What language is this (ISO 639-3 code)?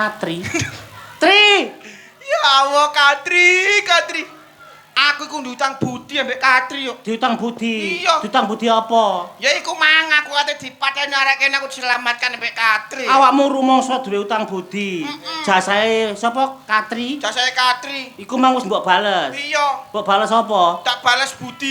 jav